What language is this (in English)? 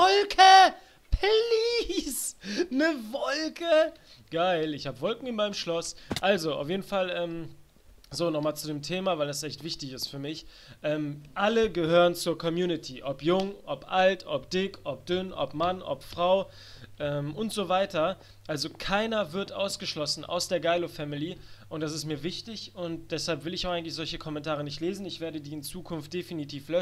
German